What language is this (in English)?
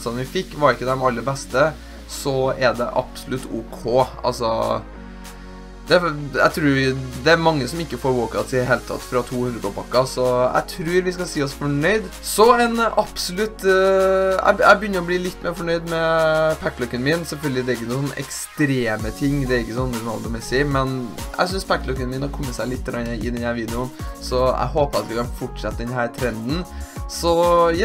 Norwegian